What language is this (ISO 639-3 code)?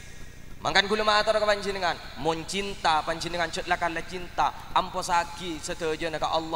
mad